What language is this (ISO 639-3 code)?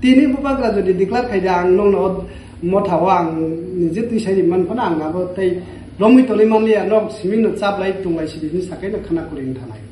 trp